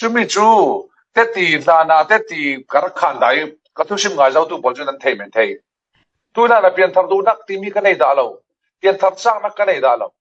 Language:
Falam Chin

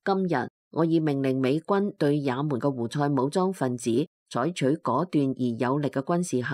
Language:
Cantonese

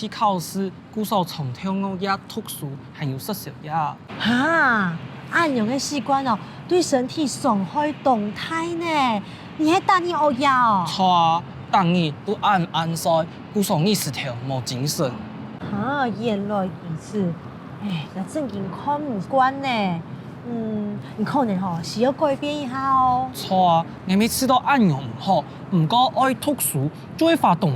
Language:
Hakka Chinese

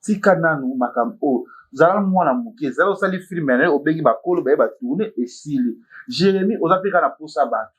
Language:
Lingala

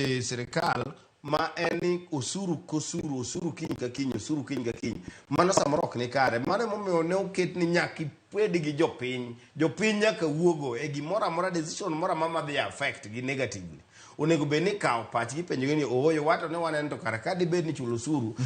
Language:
Luo (Kenya and Tanzania)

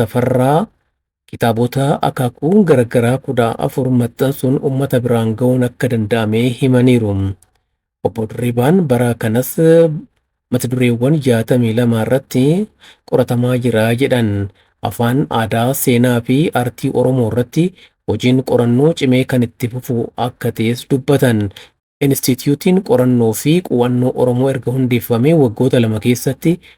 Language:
Oromo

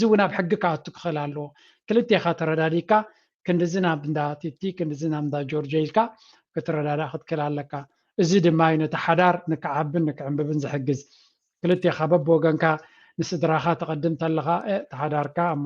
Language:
Tigrinya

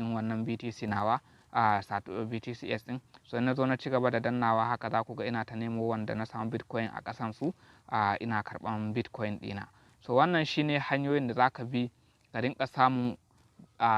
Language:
Hausa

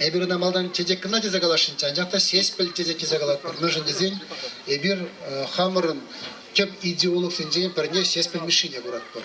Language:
Chuvash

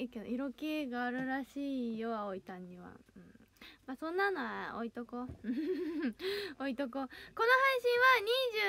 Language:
Japanese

